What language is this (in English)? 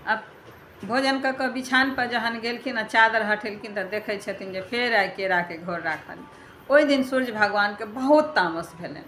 Maithili